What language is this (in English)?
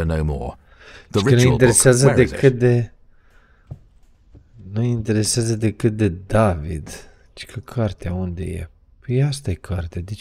Romanian